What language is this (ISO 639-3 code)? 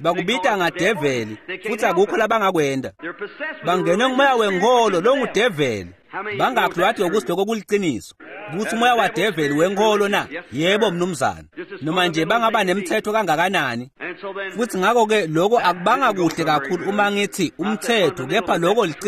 ssw